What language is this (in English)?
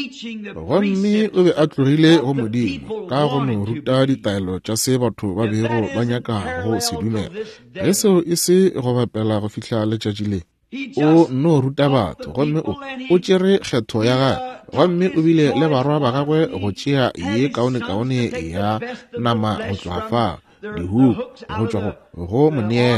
Northern Sotho